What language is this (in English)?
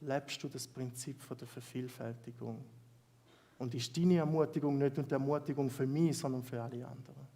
Swiss German